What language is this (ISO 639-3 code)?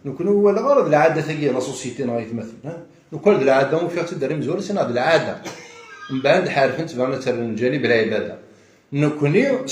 kab